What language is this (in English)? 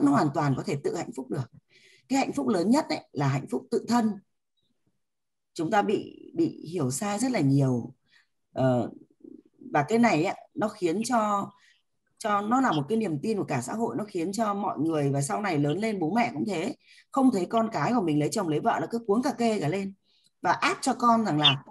Vietnamese